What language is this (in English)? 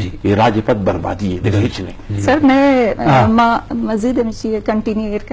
Eastern Balochi